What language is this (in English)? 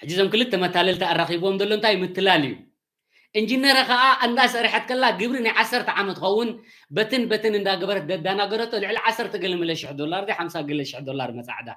Tigrinya